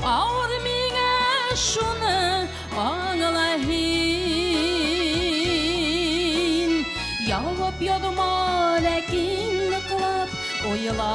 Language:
Bashkir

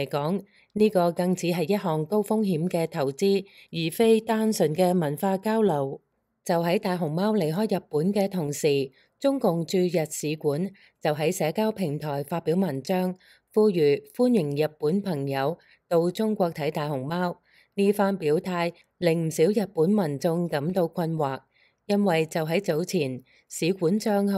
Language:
Cantonese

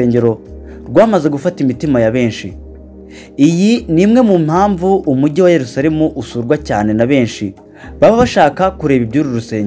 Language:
Kinyarwanda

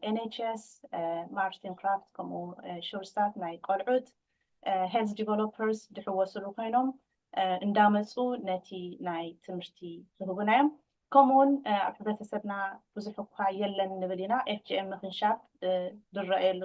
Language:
Tigrinya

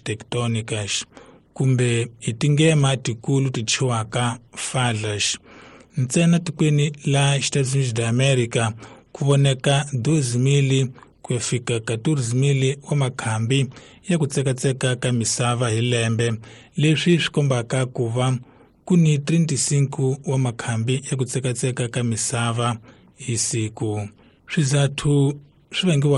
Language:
Tsonga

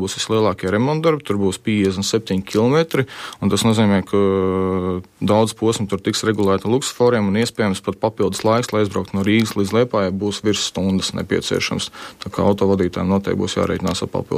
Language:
Latvian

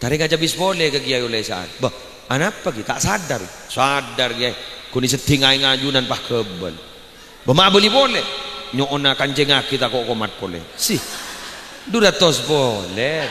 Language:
Madurese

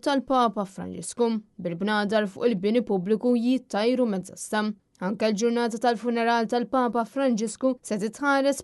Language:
Maltese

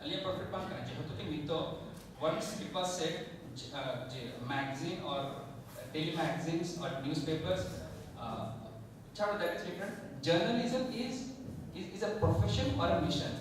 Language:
Santali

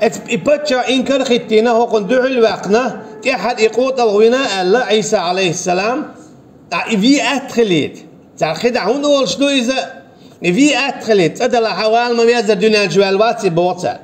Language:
Chechen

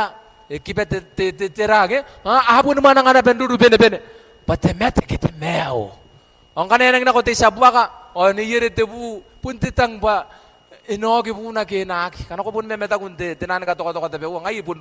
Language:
Gilbertese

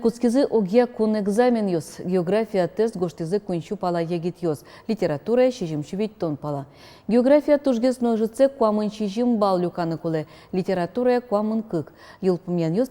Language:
Udmurt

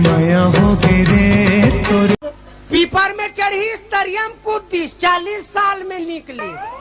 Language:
Chhattisgarhi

